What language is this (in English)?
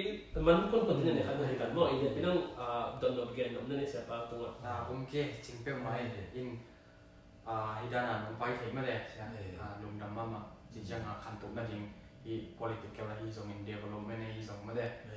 Tedim Chin